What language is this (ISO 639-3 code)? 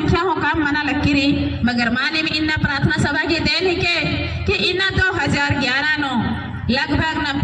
kru